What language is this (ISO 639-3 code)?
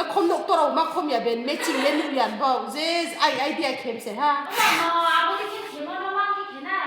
ria